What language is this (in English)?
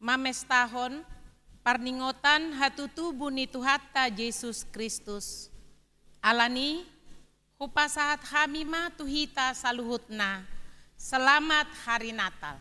Batak Toba